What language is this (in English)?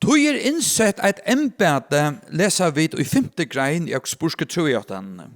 Faroese